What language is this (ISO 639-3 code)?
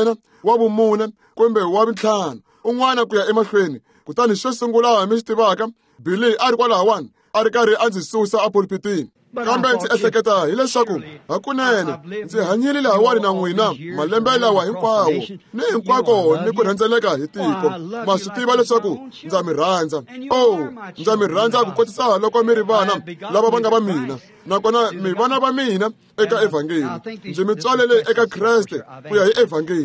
tso